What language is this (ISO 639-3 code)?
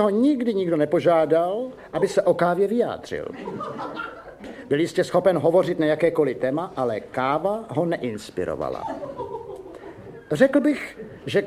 ces